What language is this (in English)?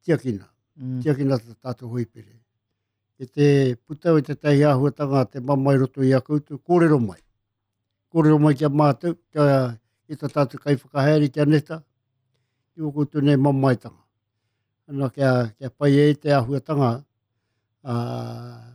Māori